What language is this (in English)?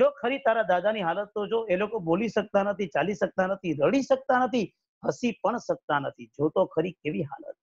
Gujarati